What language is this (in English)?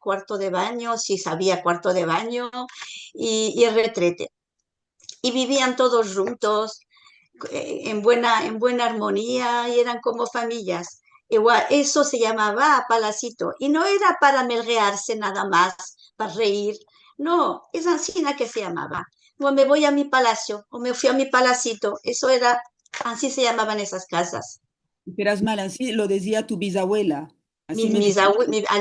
Ladino